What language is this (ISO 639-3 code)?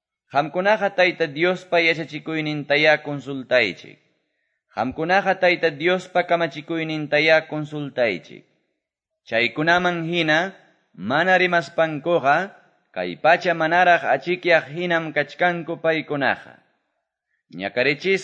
que